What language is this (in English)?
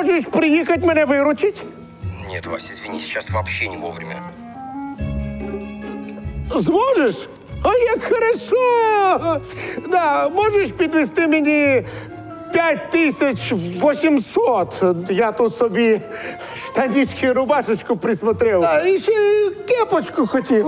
Ukrainian